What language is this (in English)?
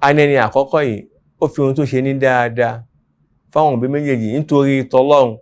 Yoruba